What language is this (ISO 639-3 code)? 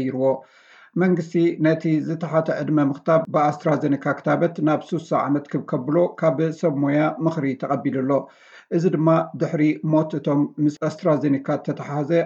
tir